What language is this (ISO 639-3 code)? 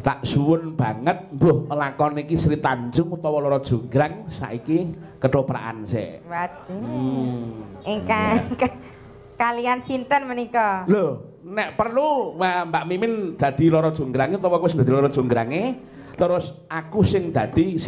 jav